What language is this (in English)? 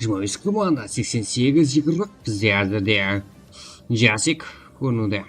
Kara-Kalpak